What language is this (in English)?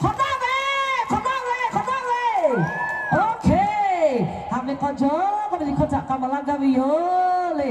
Lahu